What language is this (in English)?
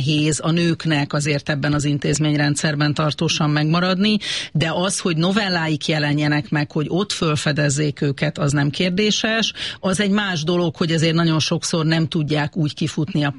Hungarian